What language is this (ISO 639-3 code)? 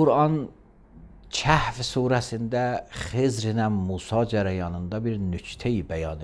aze